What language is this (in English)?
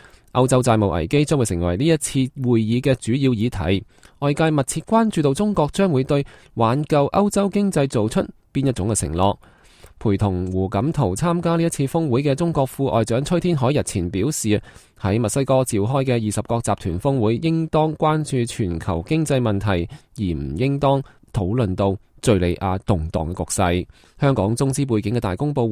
Cantonese